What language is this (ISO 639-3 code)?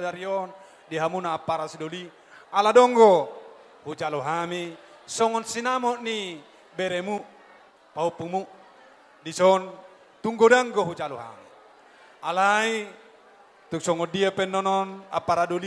bbc